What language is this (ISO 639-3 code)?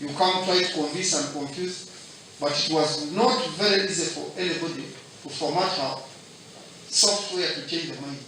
nyn